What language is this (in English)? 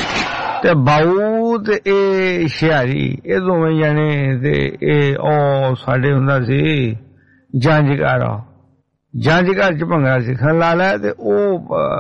Punjabi